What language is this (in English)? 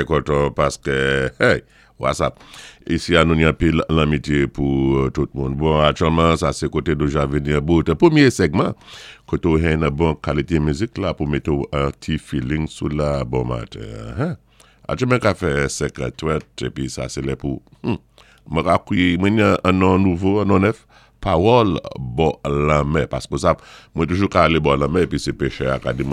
Saint Lucian Creole French